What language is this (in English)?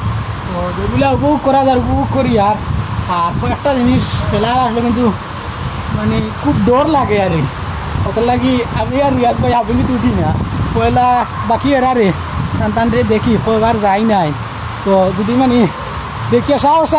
Sylheti